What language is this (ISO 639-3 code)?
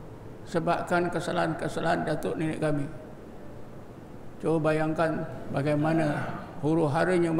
msa